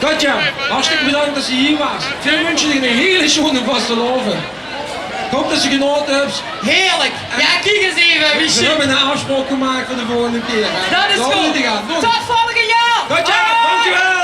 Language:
Limburgish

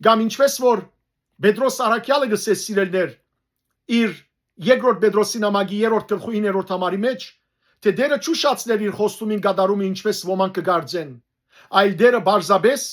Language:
Western Armenian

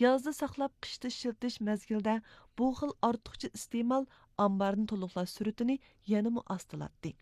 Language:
Uyghur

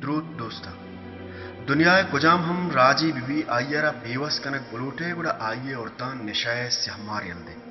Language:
Baluchi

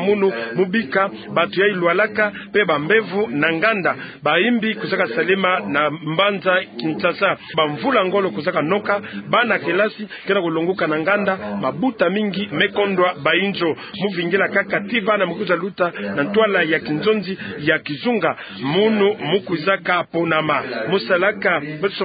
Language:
Kituba (Democratic Republic of Congo)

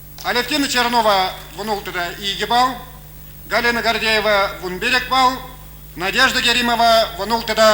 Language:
Chuvash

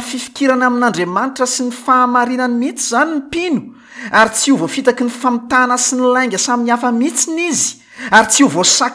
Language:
Malagasy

